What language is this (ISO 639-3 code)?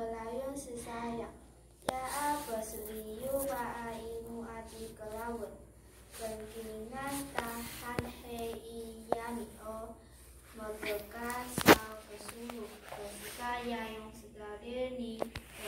trv